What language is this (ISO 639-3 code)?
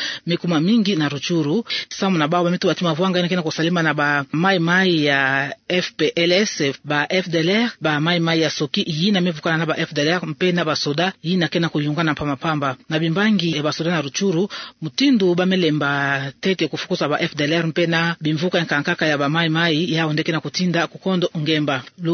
ktu